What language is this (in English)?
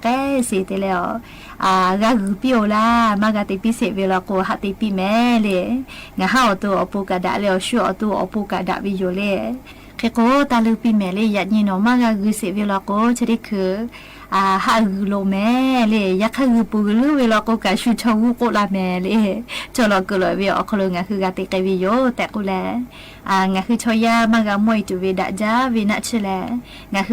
Lahu